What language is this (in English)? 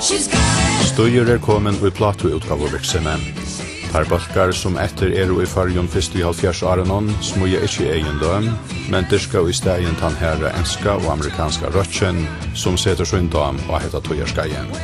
Faroese